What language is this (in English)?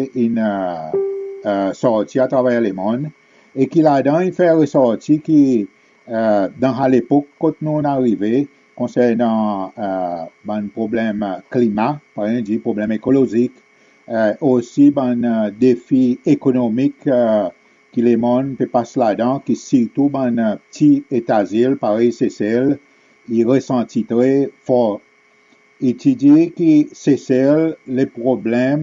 Seselwa Creole French